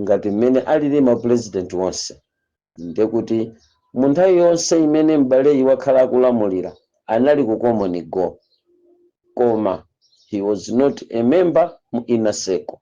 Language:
Nyanja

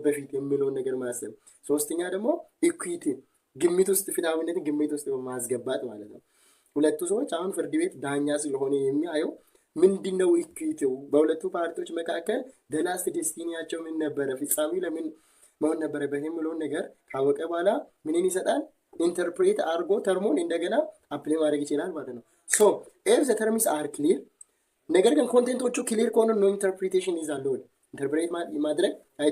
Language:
Amharic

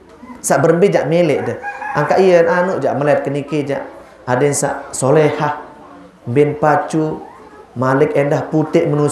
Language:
Sasak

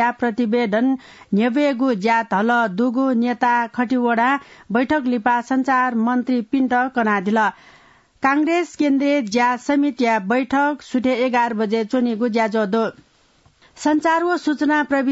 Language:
Newari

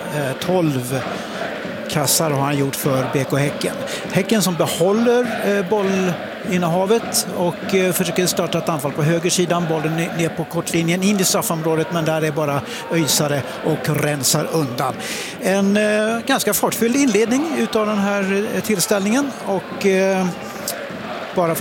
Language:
Swedish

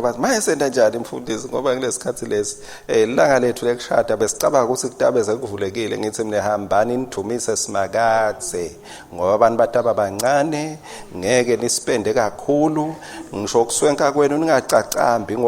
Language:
Swati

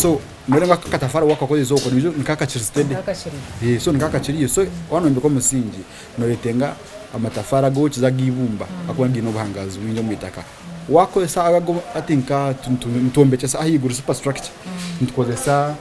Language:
Nyankole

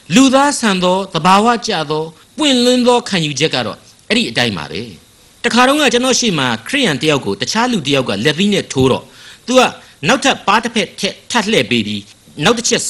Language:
Burmese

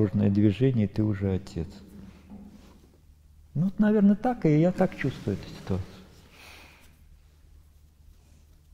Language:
Russian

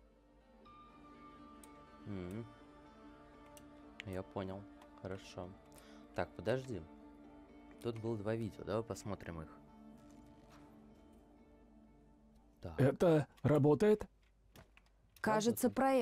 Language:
Russian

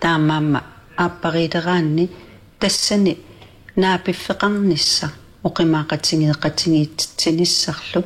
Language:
Kalaallisut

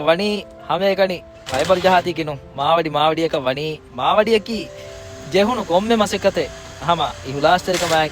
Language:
Divehi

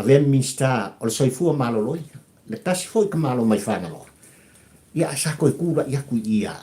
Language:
Samoan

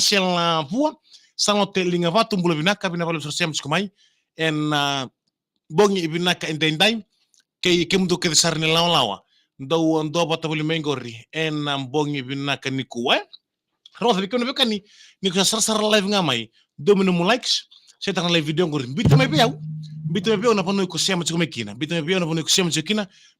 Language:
Fijian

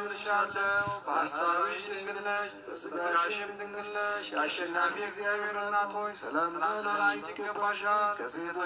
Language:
Amharic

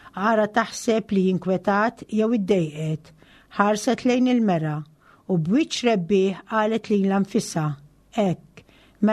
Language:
Maltese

